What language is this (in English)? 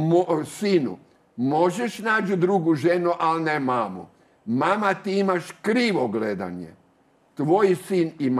Croatian